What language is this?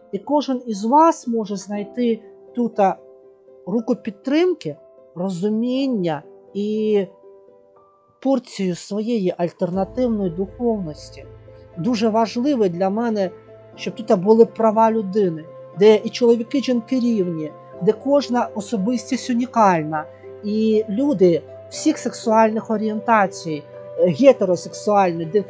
Ukrainian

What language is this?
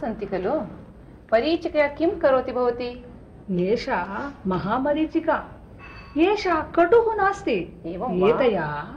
Sanskrit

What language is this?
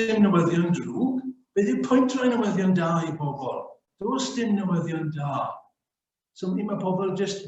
Welsh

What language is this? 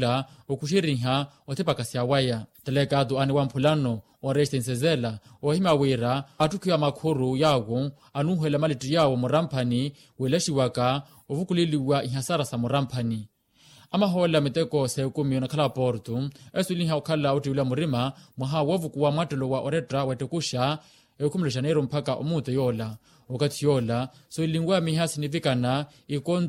Makhuwa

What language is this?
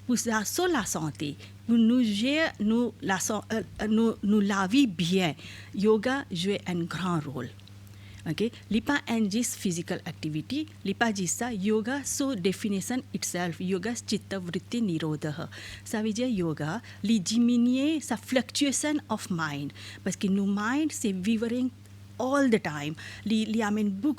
Morisyen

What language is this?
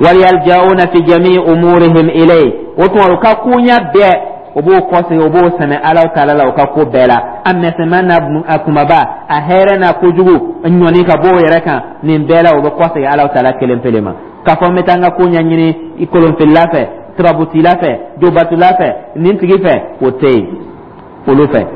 Dyula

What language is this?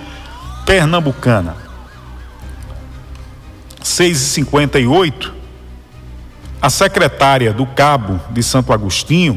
Portuguese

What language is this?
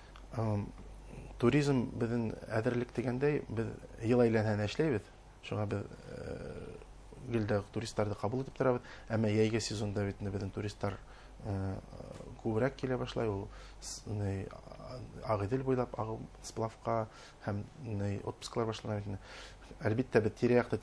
Bashkir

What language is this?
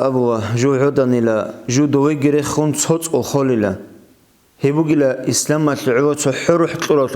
Avaric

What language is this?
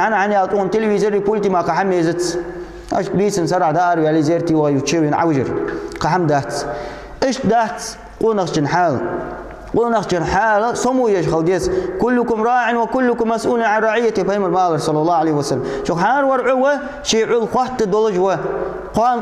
Ingush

